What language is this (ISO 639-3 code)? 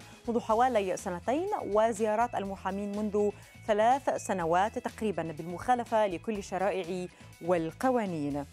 ara